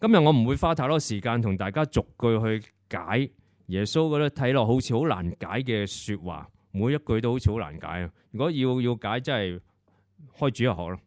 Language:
Cantonese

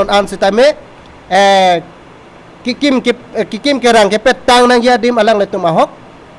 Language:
Karbi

